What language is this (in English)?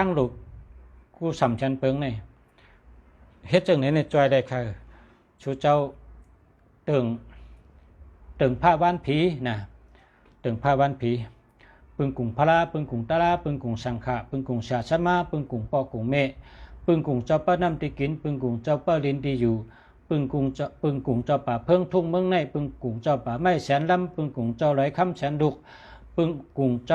Shan